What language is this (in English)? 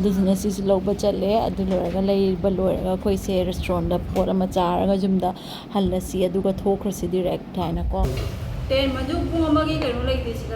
Manipuri